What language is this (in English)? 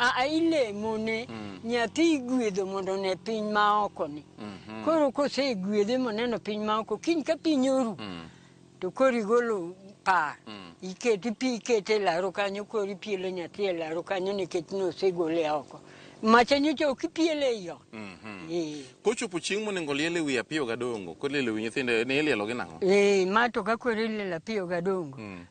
Luo (Kenya and Tanzania)